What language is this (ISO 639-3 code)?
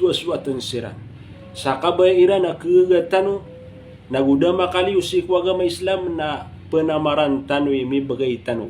mrw